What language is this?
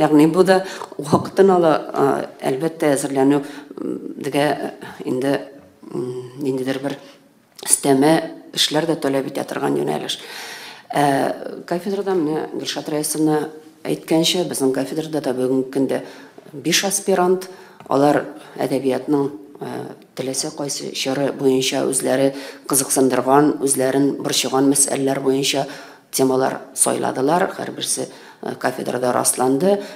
Tatar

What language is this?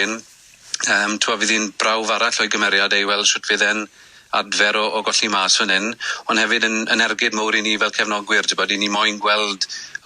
Welsh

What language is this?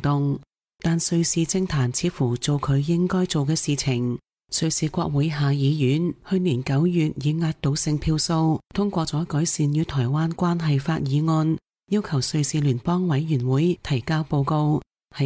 Cantonese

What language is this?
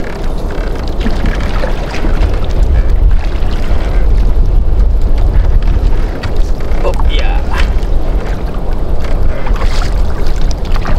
Filipino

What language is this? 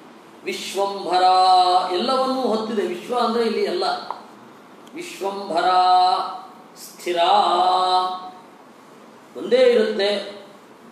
Kannada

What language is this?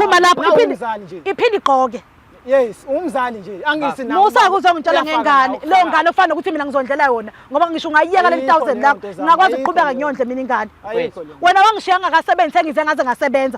Zulu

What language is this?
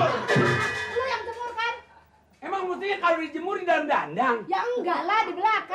Betawi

